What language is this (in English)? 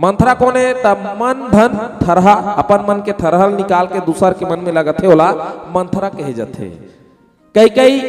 Chhattisgarhi